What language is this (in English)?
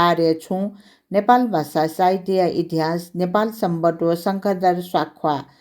Newari